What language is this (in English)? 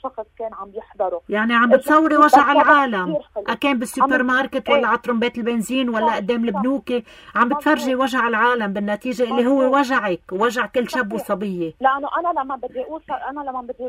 North Levantine Arabic